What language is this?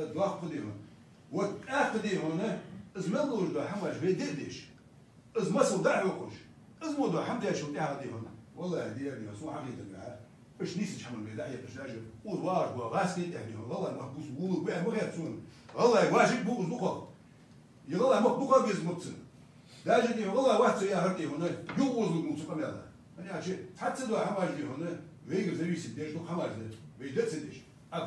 Ingush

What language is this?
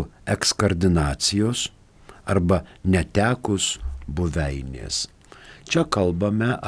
Lithuanian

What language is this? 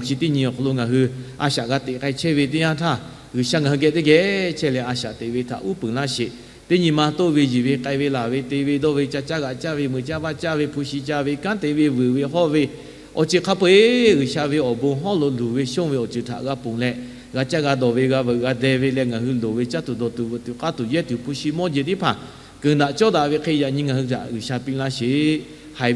Lahu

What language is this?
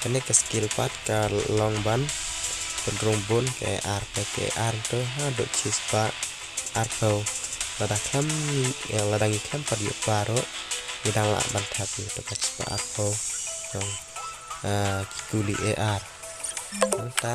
Khasi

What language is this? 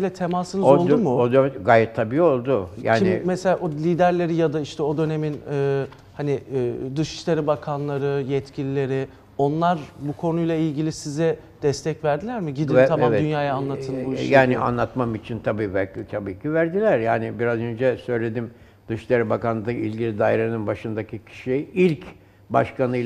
Turkish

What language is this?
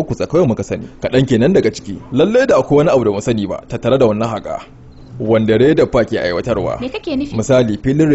Hausa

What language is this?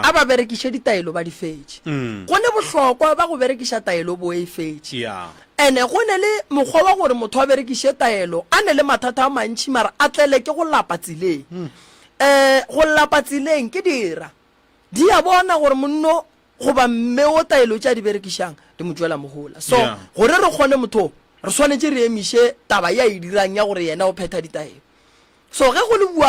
Northern Sotho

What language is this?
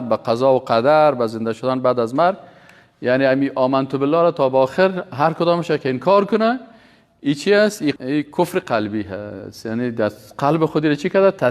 Persian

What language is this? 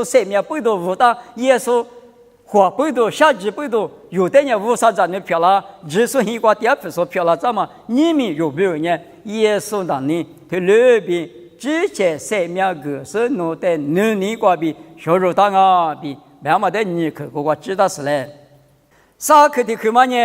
Lisu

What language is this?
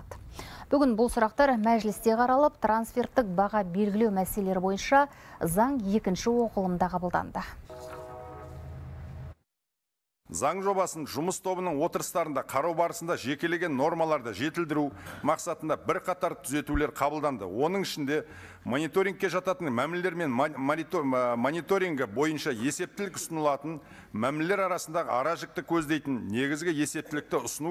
Kazakh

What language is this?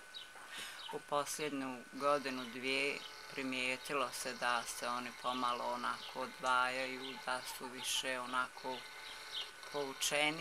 Bosnian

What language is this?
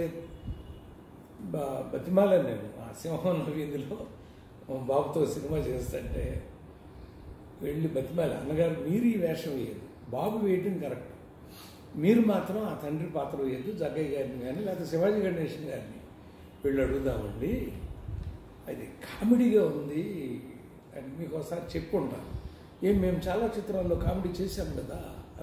Telugu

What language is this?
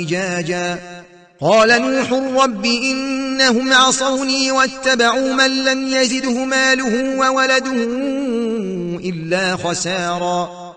Arabic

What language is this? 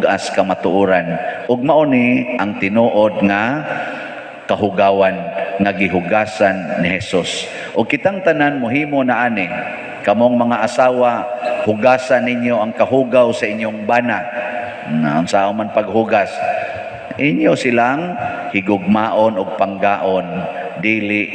Cebuano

